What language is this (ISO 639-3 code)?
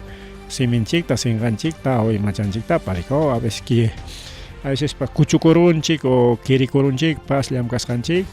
quy